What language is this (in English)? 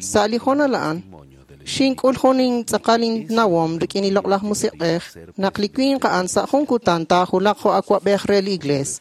Kekchí